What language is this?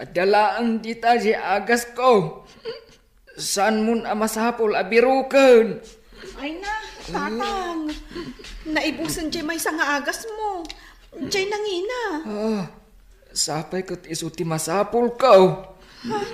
Iloko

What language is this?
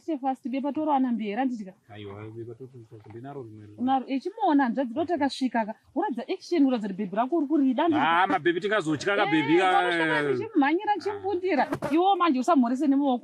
Shona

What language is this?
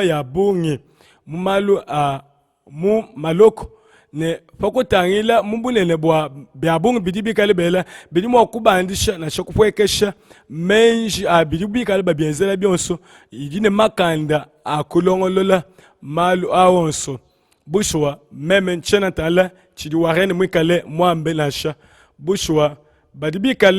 Luba-Lulua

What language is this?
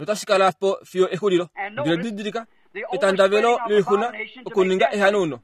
Kuanyama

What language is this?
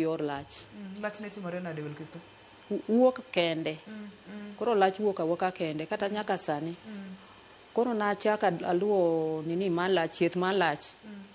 Luo (Kenya and Tanzania)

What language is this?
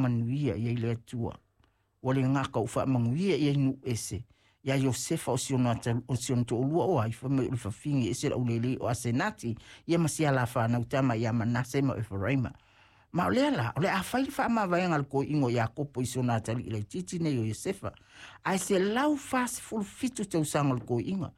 Samoan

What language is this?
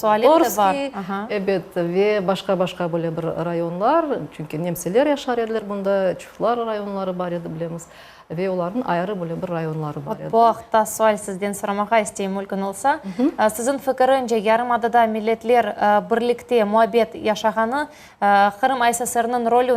Crimean Tatar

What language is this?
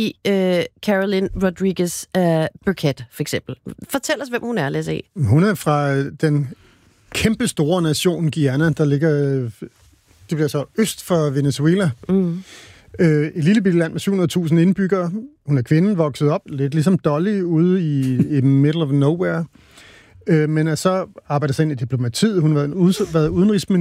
Danish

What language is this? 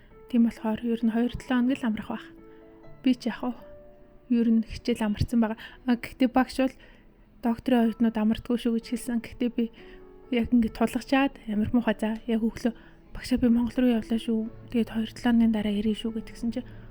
Mongolian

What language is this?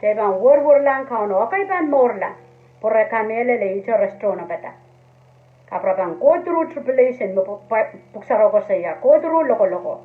Pohnpeian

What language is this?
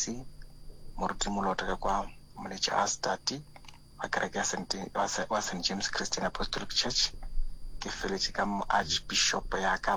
Northern Sotho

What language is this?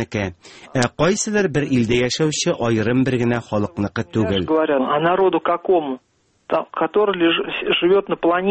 Tatar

